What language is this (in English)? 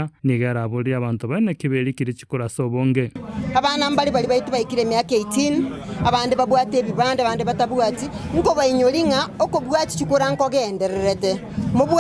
Gusii